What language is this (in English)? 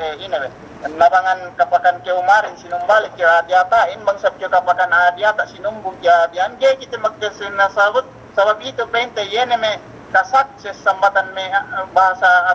Yakan